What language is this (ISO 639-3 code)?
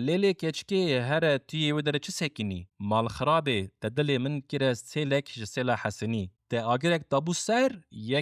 kur